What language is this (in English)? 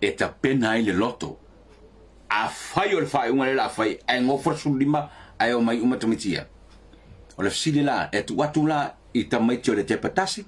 Samoan